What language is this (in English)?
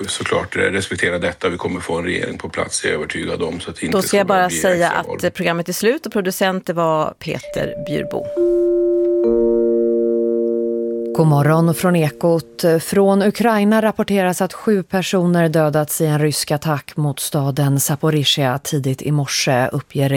Swedish